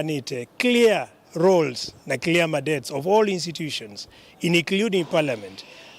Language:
Kamba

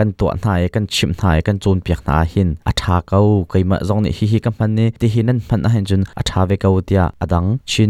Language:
Hakha Chin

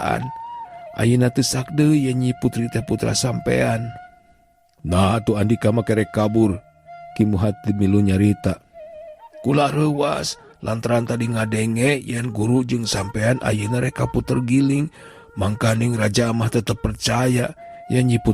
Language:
Sundanese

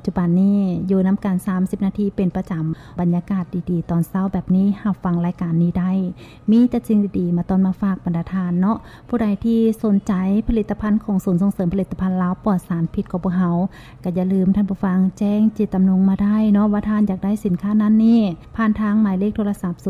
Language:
Lao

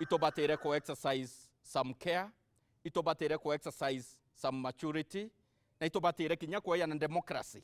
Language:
Meru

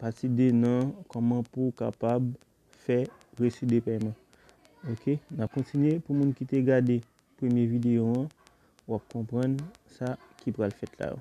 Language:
Haitian Creole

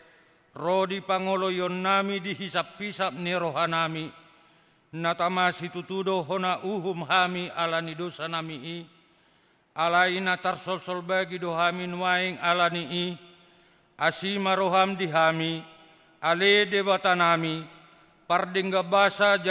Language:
Batak Toba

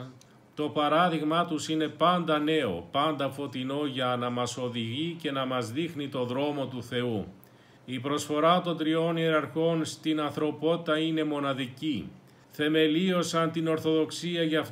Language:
Greek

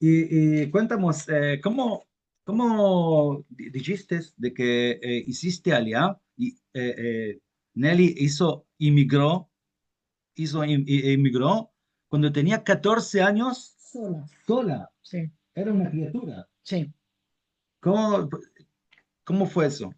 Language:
Ladino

